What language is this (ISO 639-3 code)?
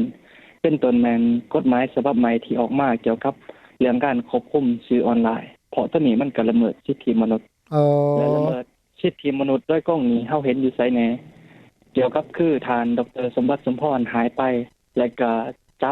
lao